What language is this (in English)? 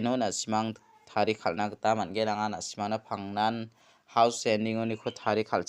Garo